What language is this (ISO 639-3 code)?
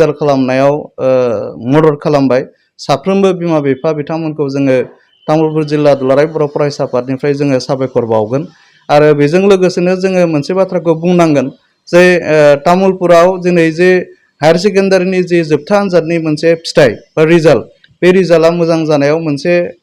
brx